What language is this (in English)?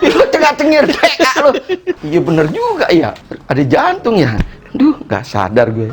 Betawi